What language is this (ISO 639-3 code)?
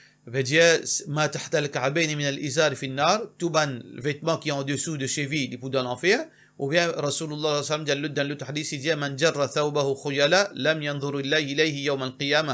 mfe